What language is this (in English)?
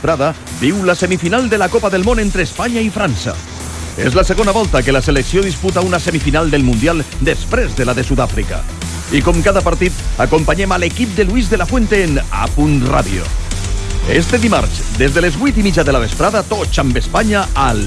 Catalan